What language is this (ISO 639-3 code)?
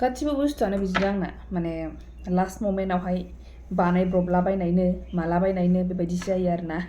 brx